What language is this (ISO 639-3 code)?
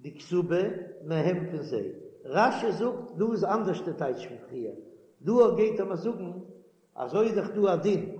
yid